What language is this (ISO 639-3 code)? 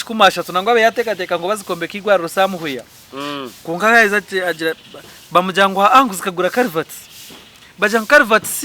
nyn